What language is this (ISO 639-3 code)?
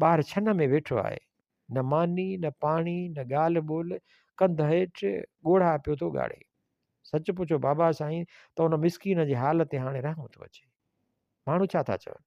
snd